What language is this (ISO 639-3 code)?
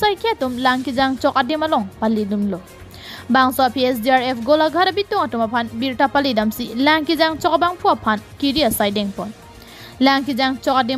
mjw